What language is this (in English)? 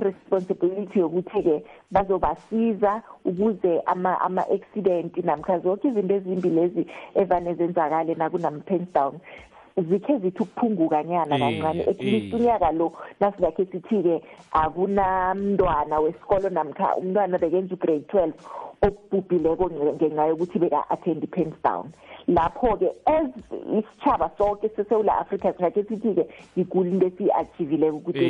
South Ndebele